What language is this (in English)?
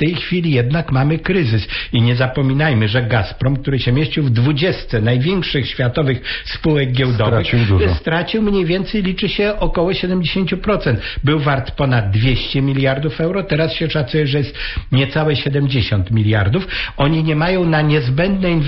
Polish